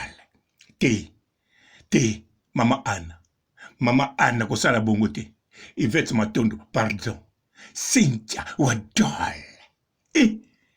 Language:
Lingala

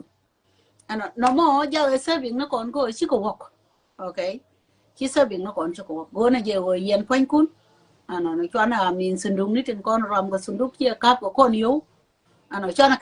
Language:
Nuer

